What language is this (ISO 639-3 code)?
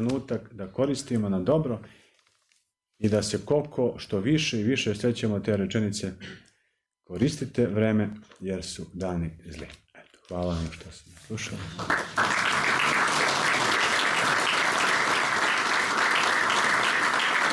srp